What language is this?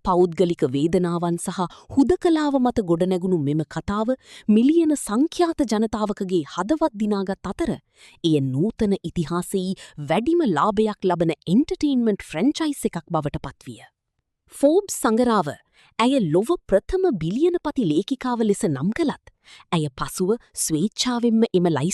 Sinhala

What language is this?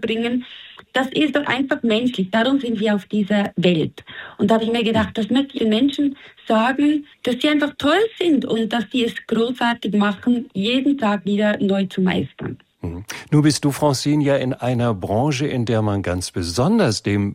German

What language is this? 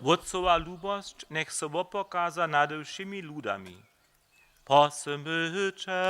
Upper Sorbian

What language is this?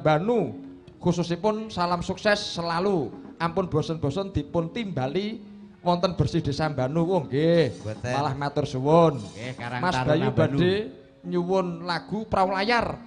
Javanese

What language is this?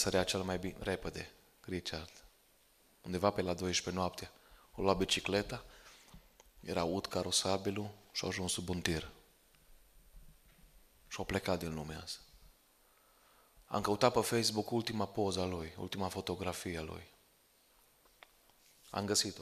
Romanian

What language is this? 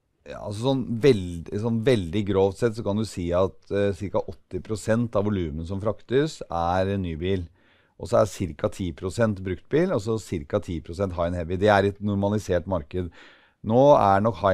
Norwegian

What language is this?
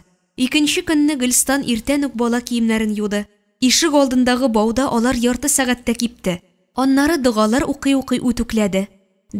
Tatar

